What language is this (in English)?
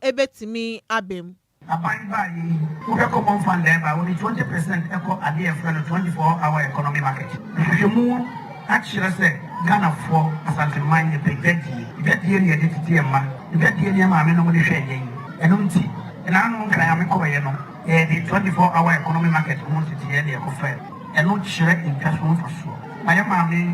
Akan